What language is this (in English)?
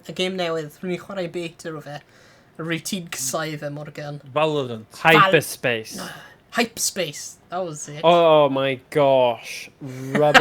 Welsh